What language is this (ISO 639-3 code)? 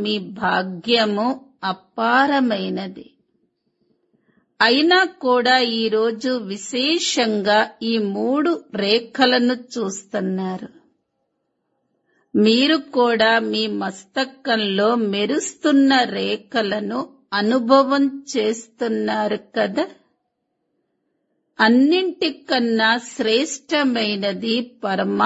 tel